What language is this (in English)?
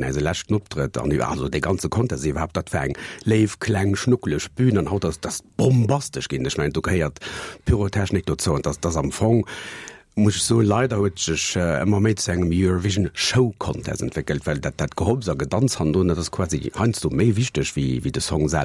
Luxembourgish